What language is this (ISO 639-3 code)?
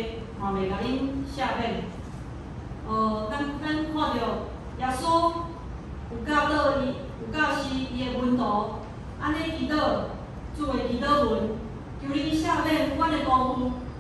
nan